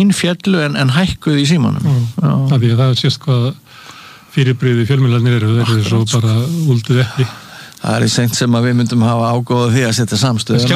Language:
Icelandic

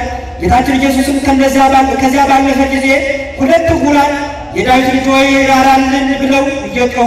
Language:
Amharic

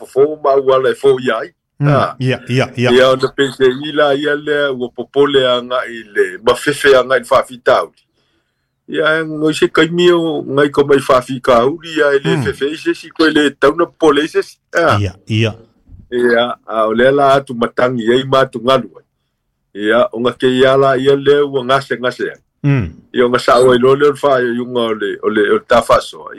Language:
Samoan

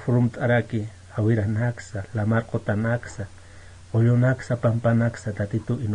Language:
Aymara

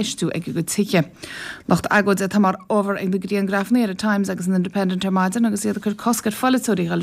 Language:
Irish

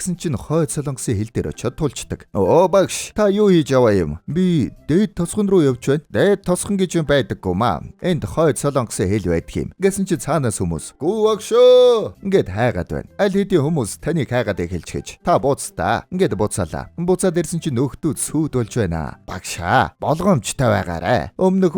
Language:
Mongolian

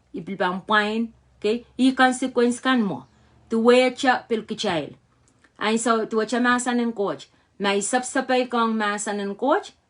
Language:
Pohnpeian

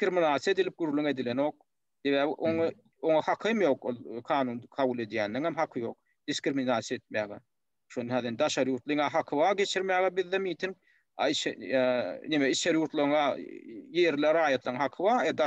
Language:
Turkmen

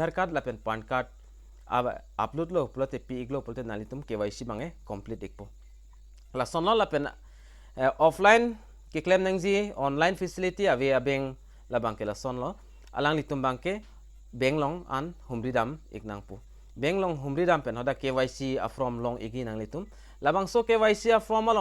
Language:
Karbi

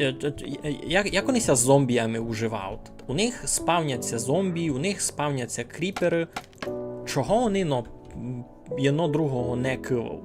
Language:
Rusyn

